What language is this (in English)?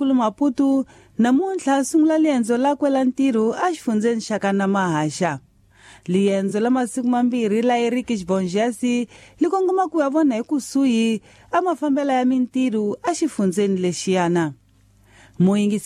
Tsonga